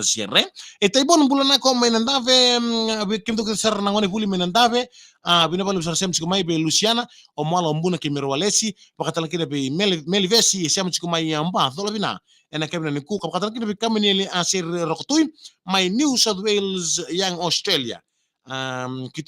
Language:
Fijian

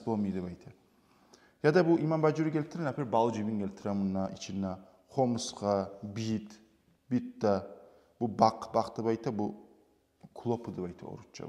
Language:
Kumyk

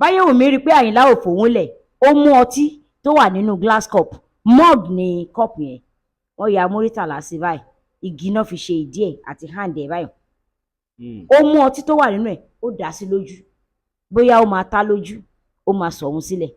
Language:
Yoruba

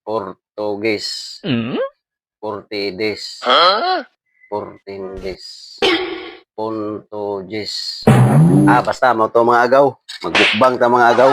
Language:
Cebuano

